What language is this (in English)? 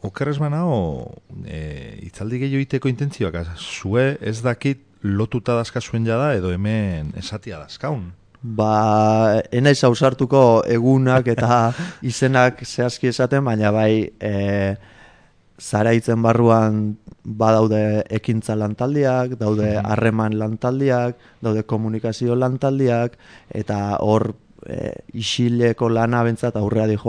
Basque